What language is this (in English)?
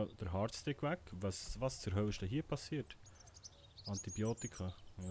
Swiss German